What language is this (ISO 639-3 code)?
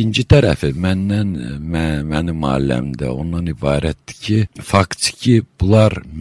aze